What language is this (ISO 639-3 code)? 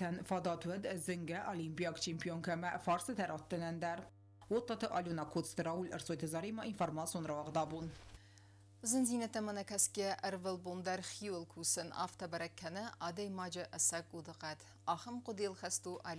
oss